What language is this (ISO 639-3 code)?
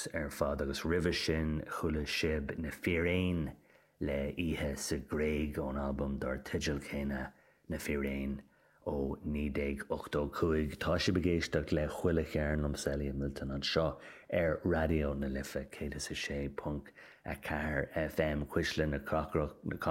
gle